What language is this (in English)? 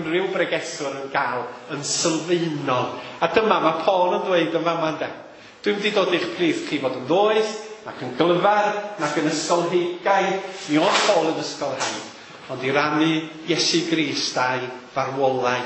Welsh